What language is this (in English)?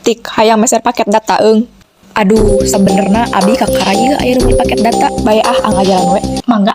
Sundanese